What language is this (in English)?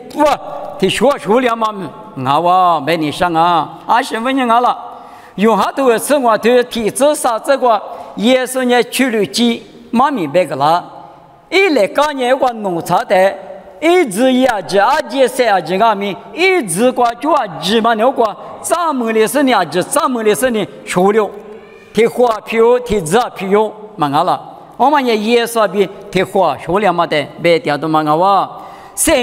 Lisu